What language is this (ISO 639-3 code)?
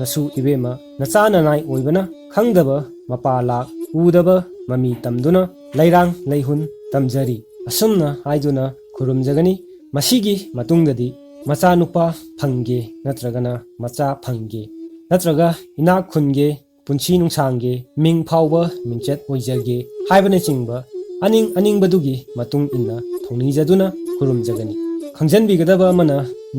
mni